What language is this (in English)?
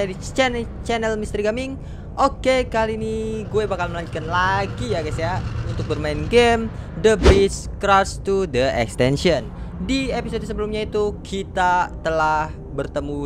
Indonesian